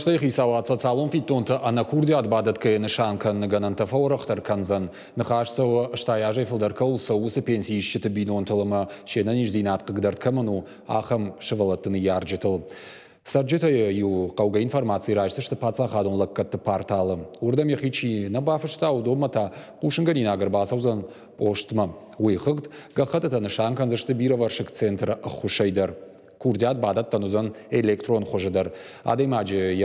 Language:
Ossetic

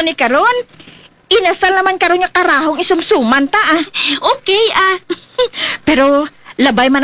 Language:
Hiligaynon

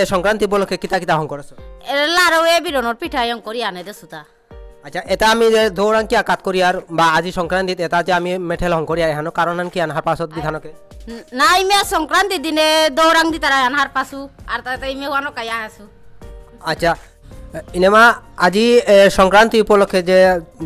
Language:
Bishnupriya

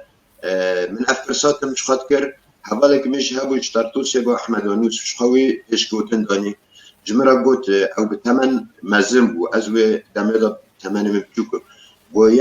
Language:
Kurdish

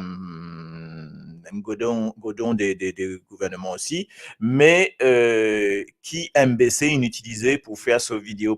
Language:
Morisyen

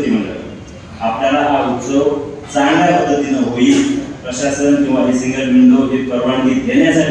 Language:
Marathi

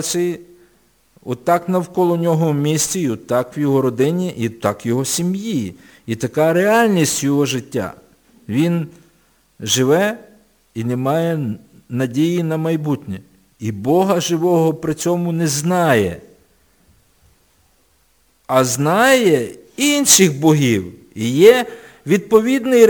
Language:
Ukrainian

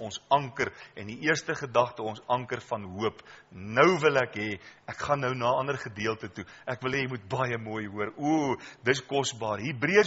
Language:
Afrikaans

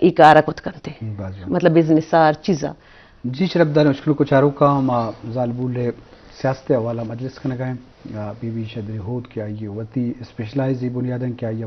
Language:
Eastern Balochi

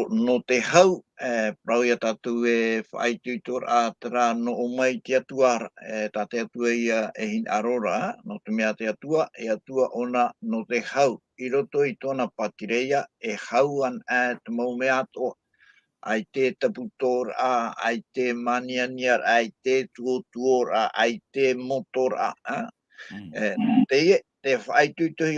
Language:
Tahitian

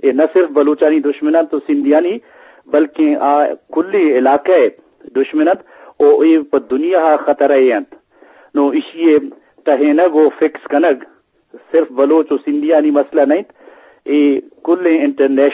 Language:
Eastern Balochi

